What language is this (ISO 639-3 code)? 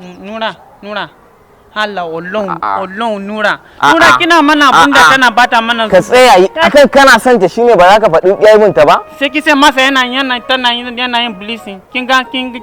hau